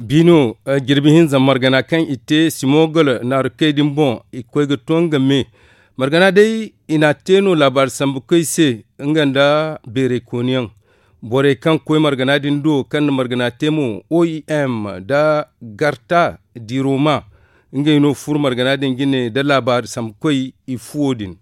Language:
Zarma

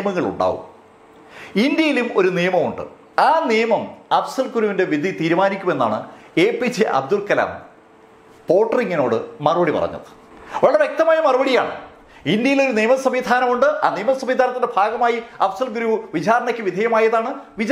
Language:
Malayalam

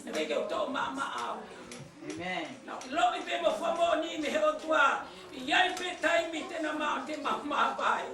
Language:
Tongan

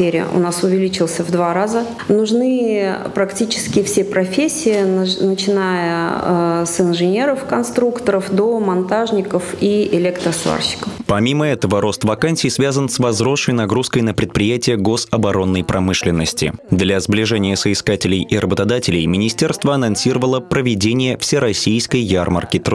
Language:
Russian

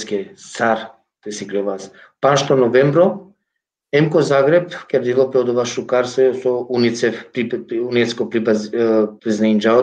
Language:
Balkan Romani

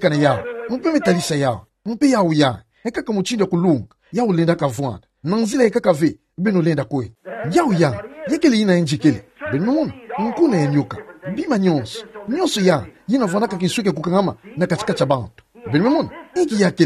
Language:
Kituba (Democratic Republic of Congo)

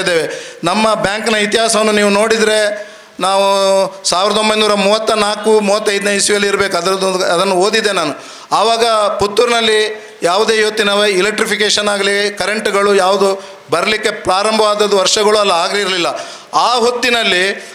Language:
Kannada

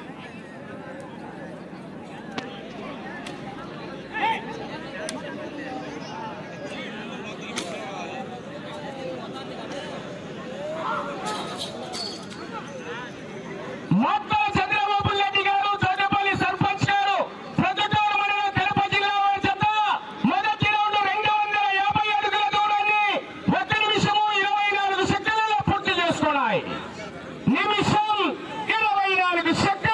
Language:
Telugu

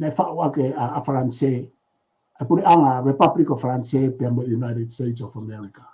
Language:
Tongan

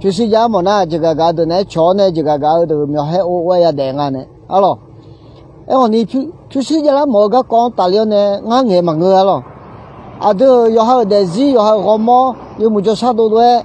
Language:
Akha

